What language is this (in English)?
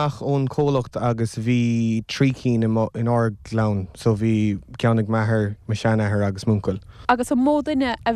Irish